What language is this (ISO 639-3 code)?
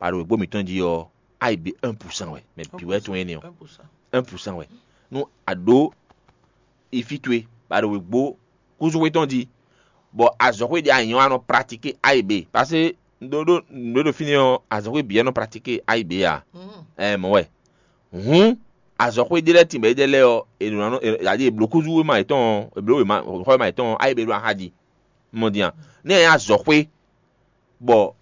fon